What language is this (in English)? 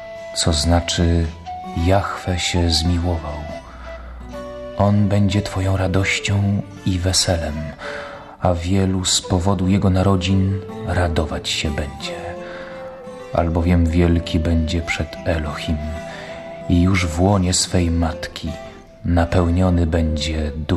Polish